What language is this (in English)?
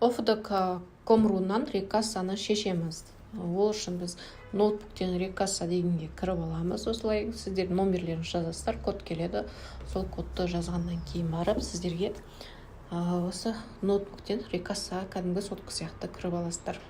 Kazakh